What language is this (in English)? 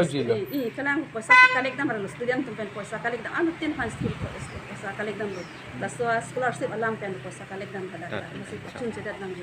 Karbi